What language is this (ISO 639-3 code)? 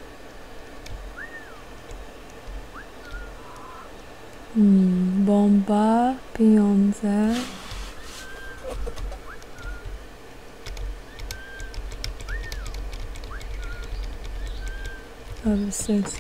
pol